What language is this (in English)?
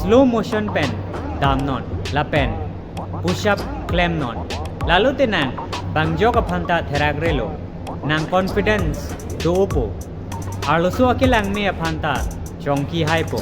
Karbi